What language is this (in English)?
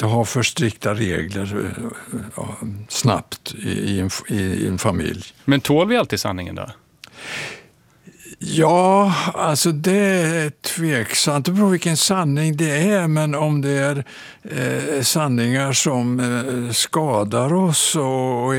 Swedish